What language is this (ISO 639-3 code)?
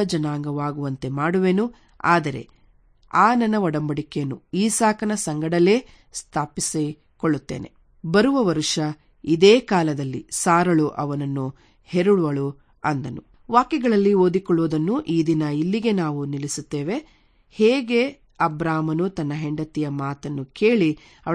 kan